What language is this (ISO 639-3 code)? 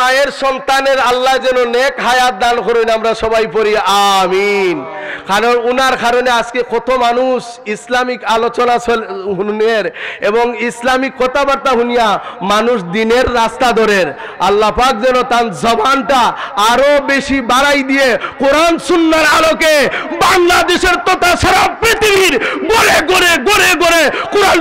syl